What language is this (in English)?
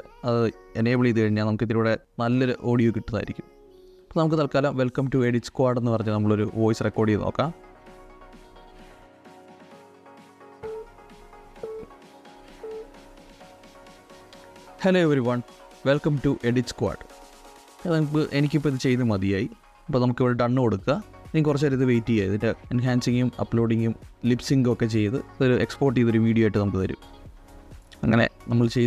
Malayalam